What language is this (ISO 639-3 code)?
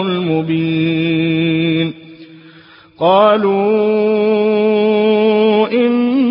ara